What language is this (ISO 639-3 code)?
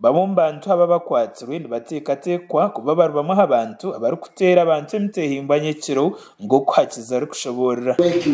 nyn